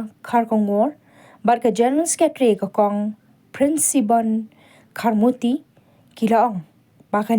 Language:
Khasi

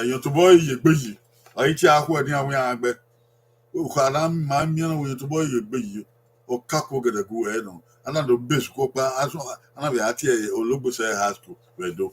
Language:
Bini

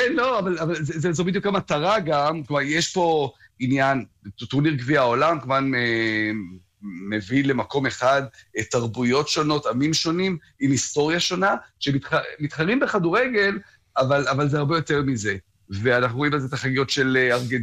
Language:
Hebrew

